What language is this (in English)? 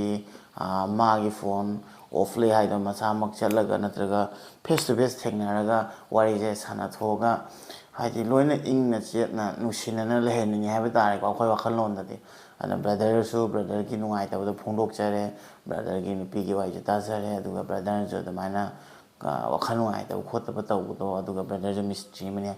Manipuri